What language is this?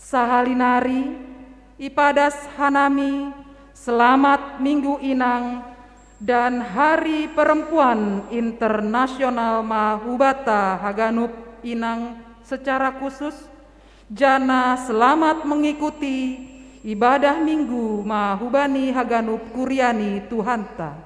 Batak Simalungun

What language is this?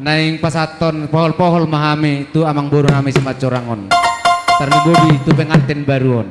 Batak Toba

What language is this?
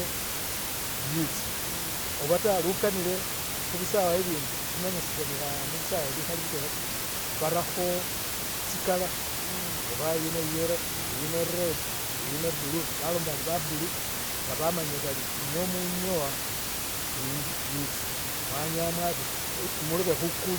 Masaaba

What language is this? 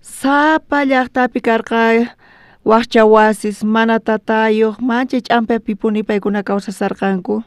South Bolivian Quechua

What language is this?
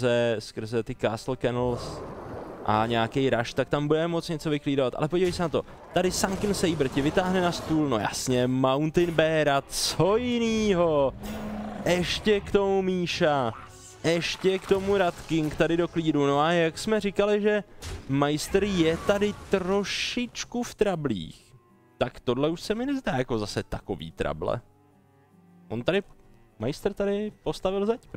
Czech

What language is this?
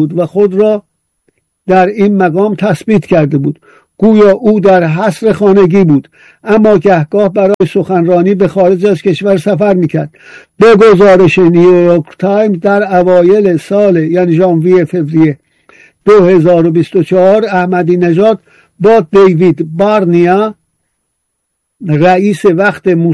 Persian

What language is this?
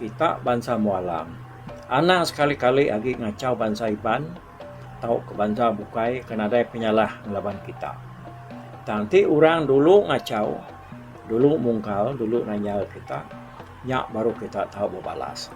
Iban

